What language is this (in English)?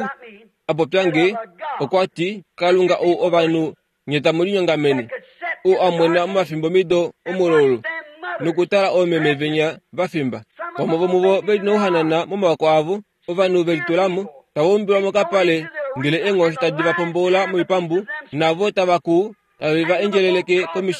Kuanyama